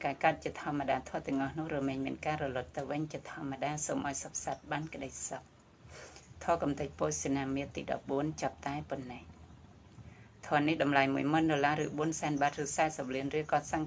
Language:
Khmer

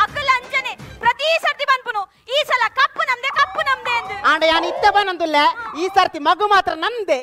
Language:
Tulu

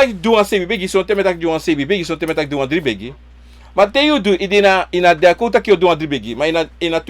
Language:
Sranan Tongo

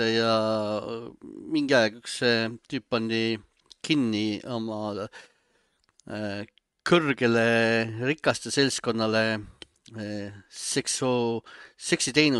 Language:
Estonian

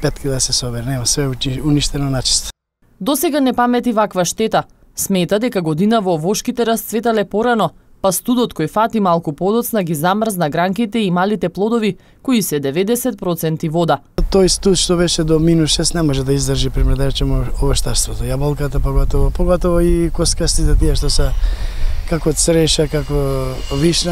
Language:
Macedonian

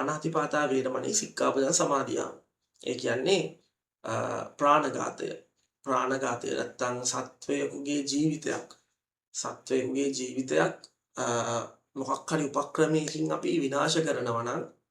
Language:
Sinhala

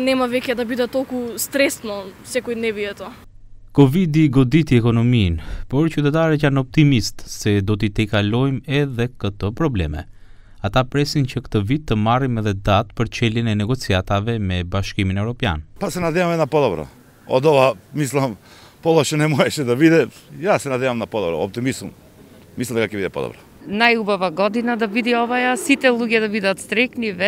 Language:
Macedonian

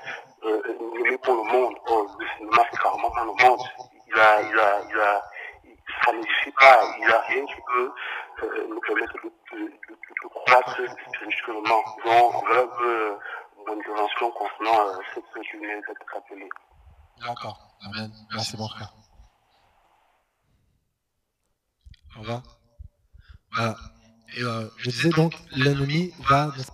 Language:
French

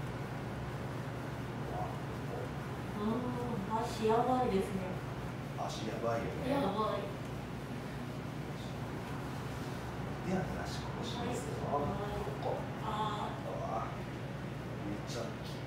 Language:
Japanese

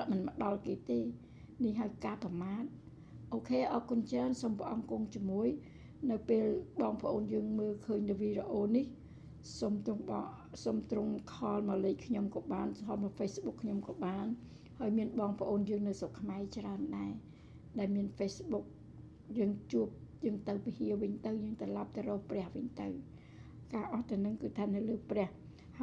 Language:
Khmer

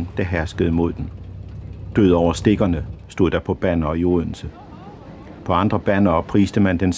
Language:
Danish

